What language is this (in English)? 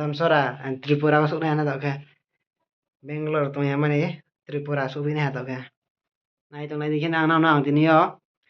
Riang (India)